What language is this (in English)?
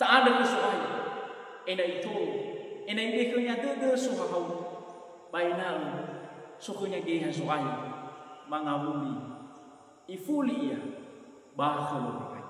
Nias